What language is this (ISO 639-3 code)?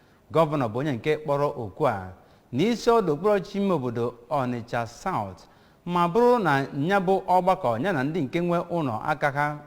ibo